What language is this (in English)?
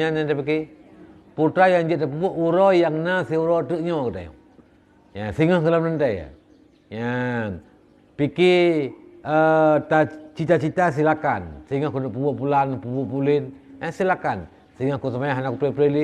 Achinese